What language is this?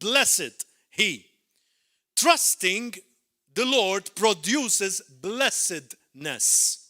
English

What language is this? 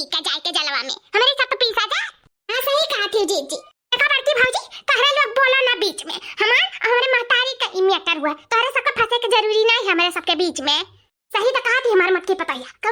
Awadhi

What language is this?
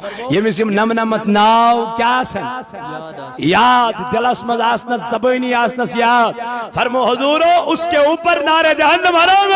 Kashmiri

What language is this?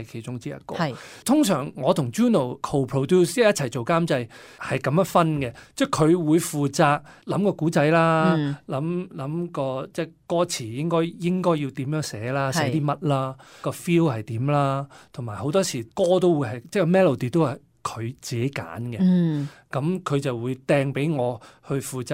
Cantonese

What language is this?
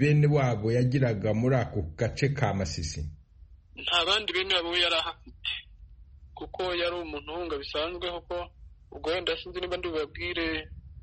Kinyarwanda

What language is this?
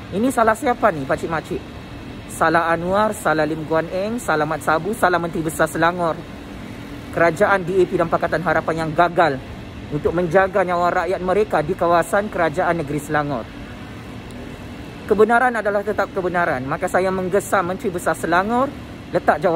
Malay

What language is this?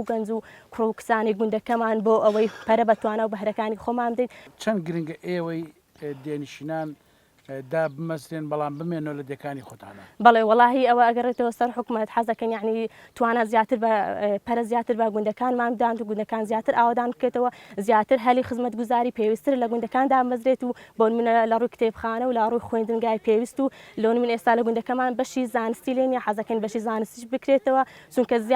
Central Kurdish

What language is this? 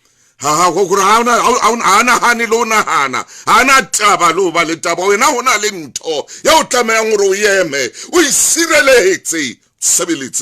Southern Sotho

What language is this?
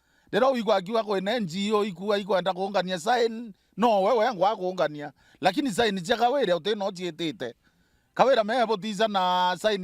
Meru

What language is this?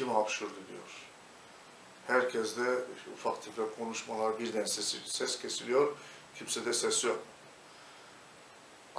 Turkish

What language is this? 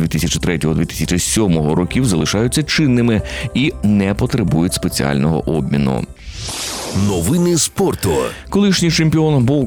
Ukrainian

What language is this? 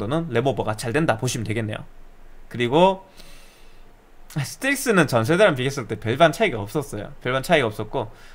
Korean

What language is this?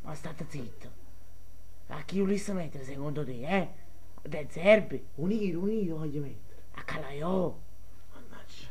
Neapolitan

